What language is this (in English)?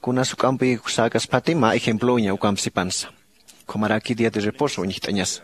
Aymara